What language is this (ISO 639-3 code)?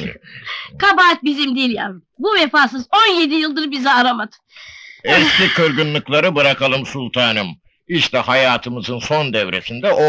tur